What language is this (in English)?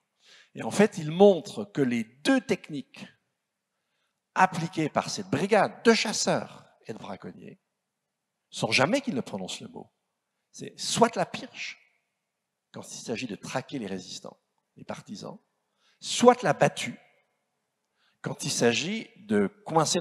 French